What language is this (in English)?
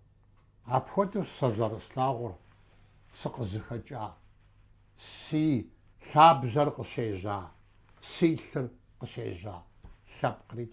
Kabardian